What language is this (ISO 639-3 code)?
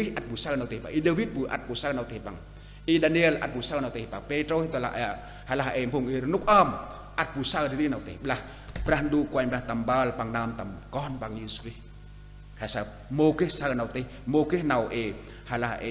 cmo